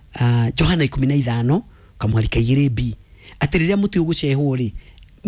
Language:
Kikuyu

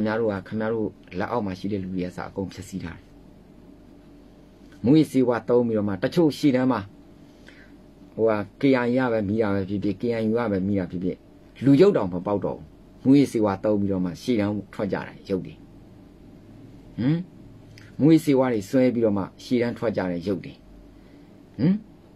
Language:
Burmese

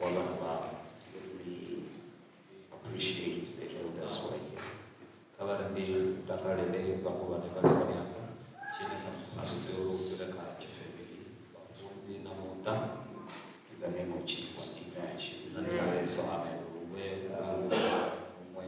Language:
Venda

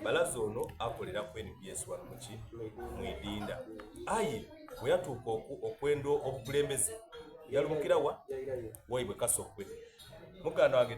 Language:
Soga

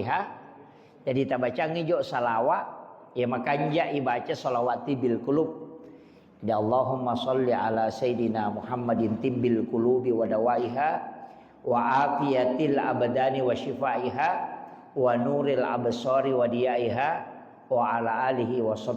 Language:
Buginese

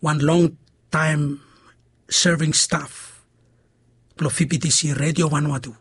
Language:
Bislama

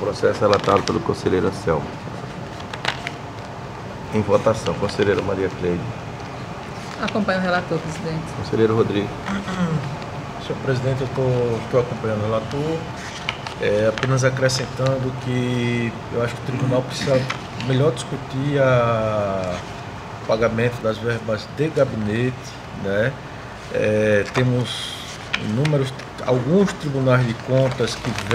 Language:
Portuguese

